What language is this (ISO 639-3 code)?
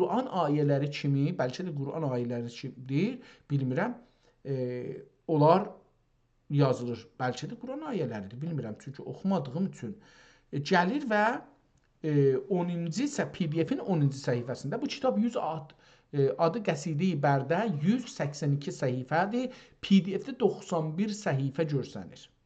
azb